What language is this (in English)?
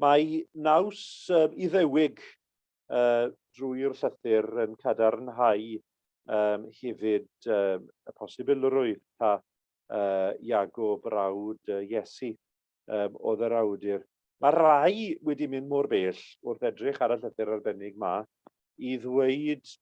Welsh